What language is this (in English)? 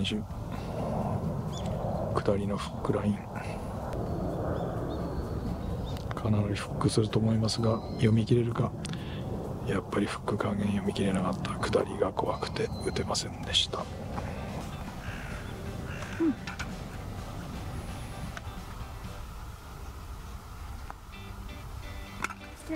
Japanese